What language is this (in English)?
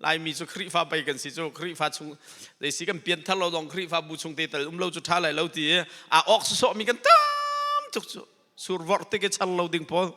Hakha Chin